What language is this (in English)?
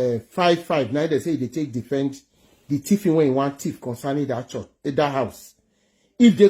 Nigerian Pidgin